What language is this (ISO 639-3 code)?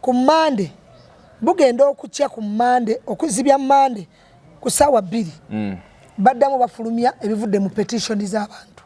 lug